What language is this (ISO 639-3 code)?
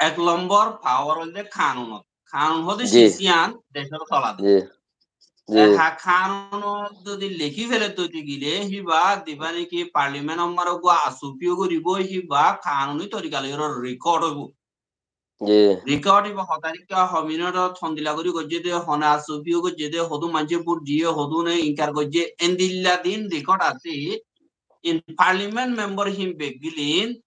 rhg